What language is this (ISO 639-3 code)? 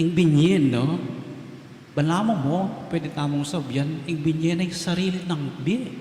pam